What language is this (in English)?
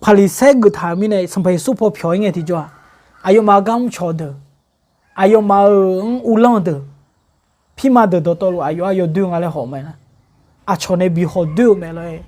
Akha